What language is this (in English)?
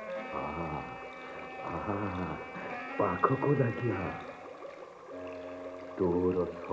Odia